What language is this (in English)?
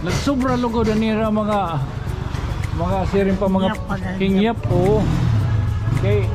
Waray